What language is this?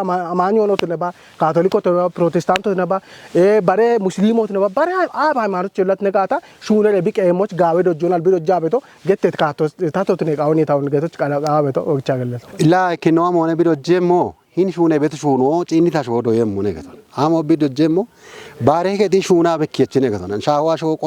Kafa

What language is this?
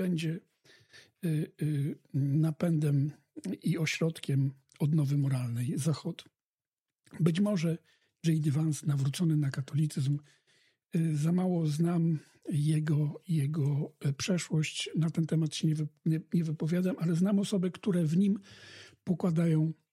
Polish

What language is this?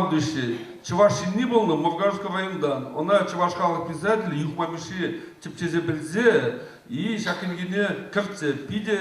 Chuvash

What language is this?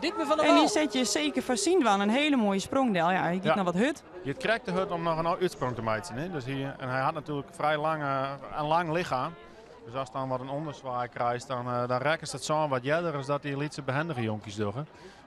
Western Frisian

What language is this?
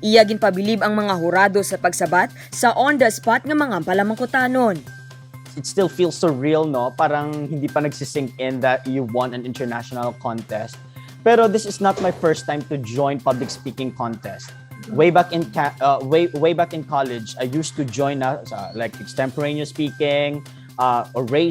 Hiligaynon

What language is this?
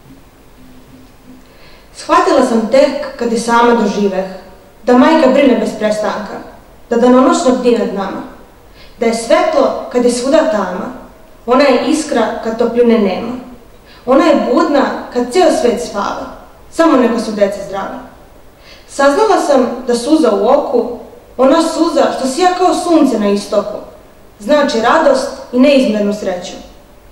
Serbian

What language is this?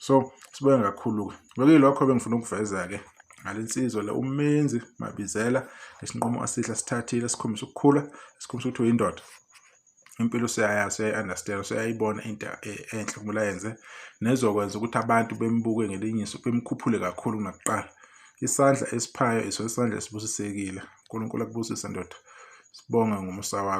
Zulu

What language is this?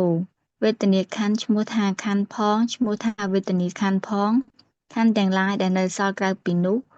Khmer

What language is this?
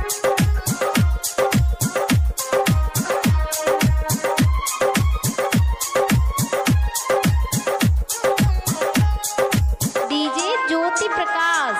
Bhojpuri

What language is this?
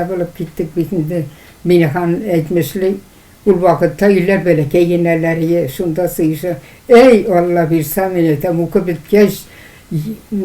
Tatar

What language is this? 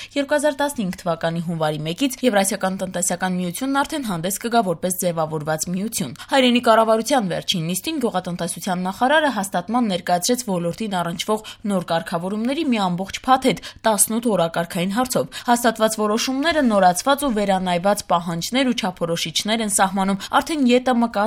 Armenian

